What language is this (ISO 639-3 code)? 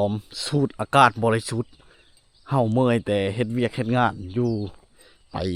lao